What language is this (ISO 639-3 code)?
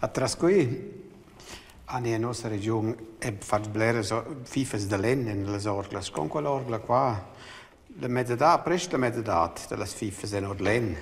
roh